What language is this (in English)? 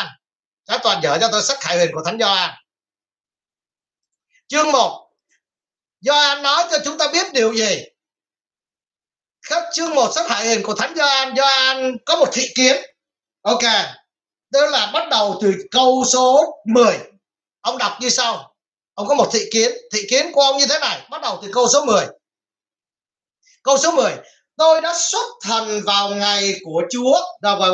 Vietnamese